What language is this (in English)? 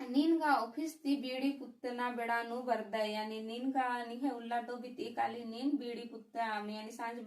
Kurukh